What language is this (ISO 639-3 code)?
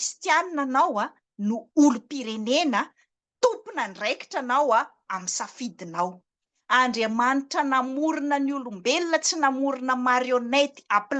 mlg